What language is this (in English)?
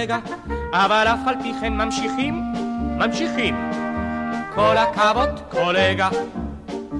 Hebrew